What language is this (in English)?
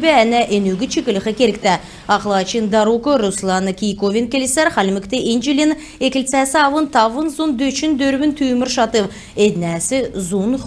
Kalmyk